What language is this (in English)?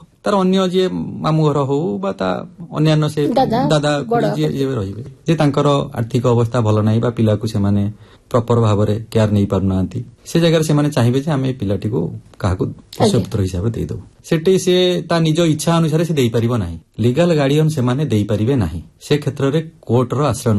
Odia